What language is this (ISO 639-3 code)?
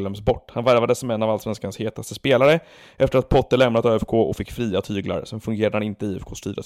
swe